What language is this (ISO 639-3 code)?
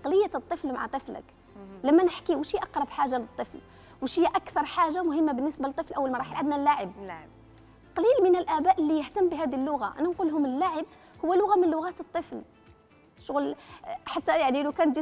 arq